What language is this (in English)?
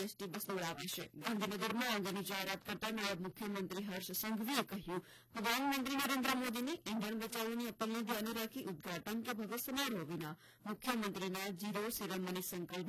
Gujarati